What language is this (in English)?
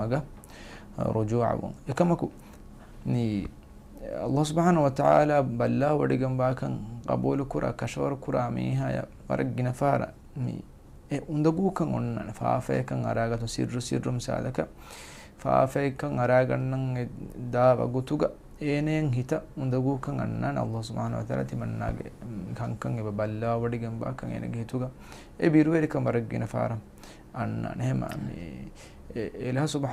Divehi